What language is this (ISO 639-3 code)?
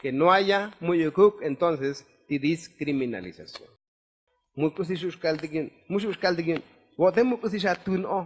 tzo